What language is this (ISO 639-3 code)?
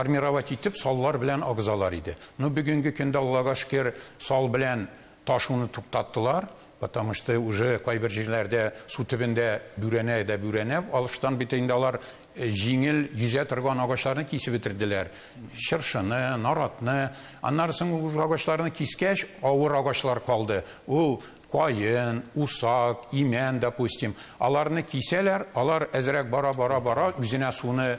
tat